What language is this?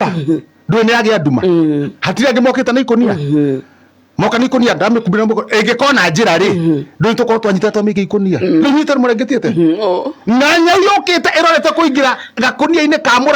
Kikuyu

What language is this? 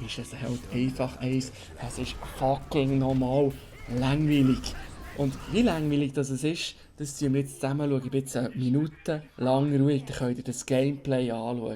Swiss German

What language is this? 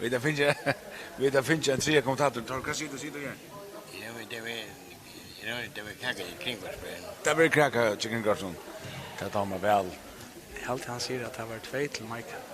Faroese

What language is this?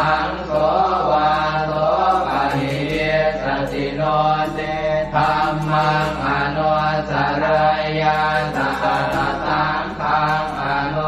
Pali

